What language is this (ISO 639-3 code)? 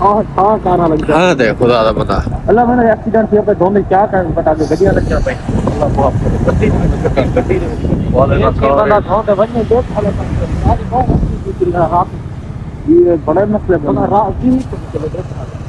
skr